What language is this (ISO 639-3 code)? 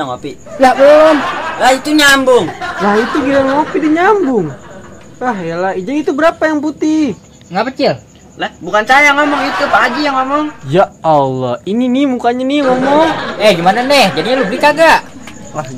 bew